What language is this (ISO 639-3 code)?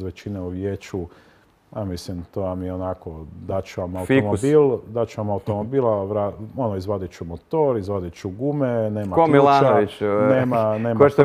hrv